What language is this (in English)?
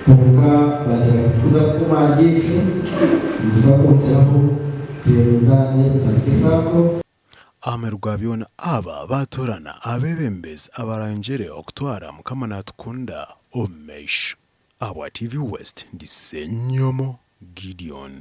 Nyankole